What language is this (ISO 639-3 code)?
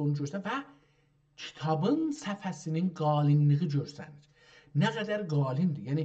azb